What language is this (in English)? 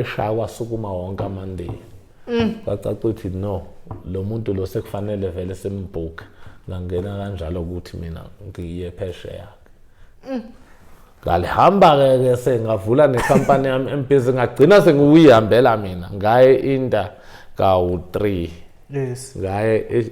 Zulu